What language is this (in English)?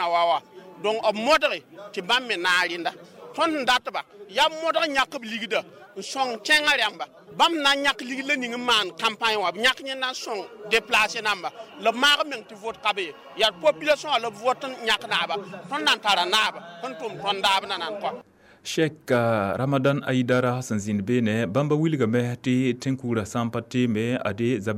Mossi